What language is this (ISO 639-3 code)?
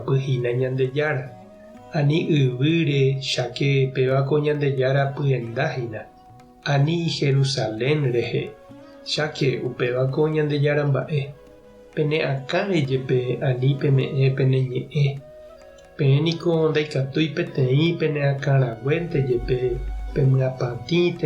grn